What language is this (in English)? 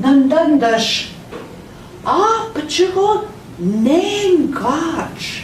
Central Ojibwa